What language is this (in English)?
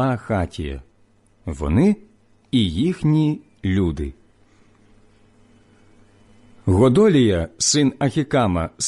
Ukrainian